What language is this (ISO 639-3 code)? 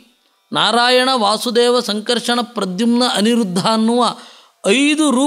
kan